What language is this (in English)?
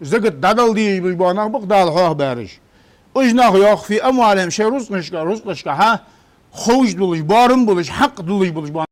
Ingush